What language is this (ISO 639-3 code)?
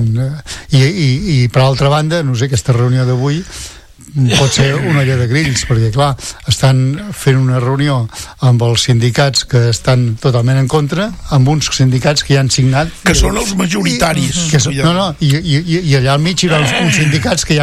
cat